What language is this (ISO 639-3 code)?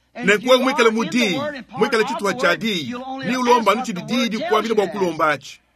lua